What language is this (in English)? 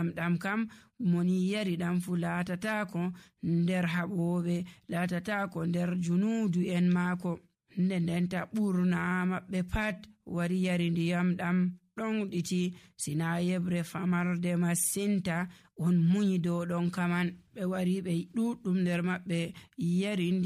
Nigerian Fulfulde